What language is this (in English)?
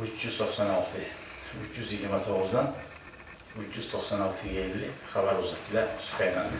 Kumyk